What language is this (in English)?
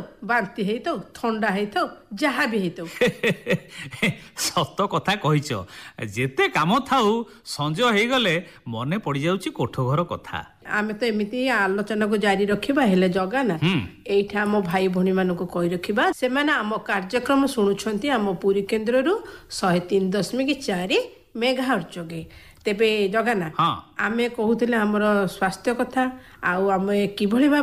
Odia